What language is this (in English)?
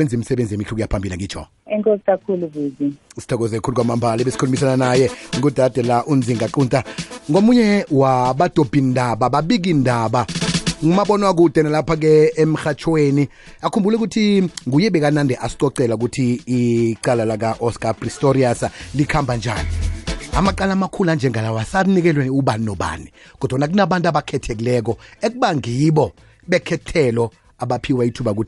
South Ndebele